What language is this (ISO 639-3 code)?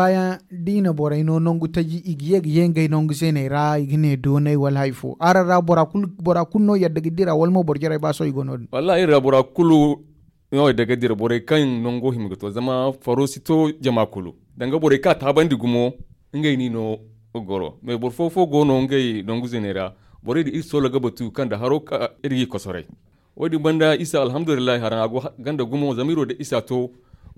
dje